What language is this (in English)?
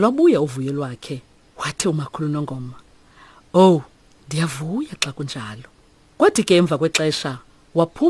Xhosa